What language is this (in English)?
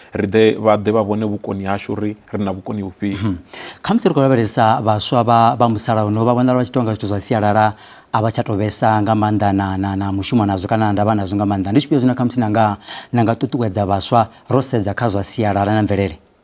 Venda